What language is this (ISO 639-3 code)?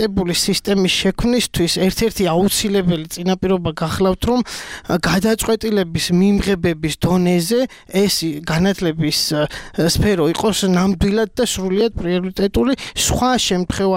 kat